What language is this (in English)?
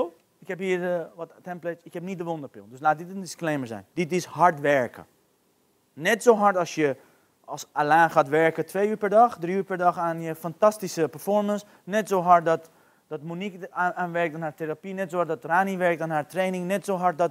Dutch